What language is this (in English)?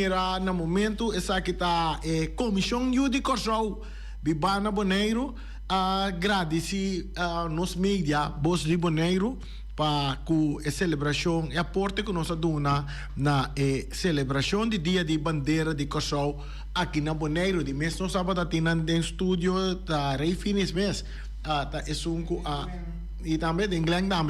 Papiamento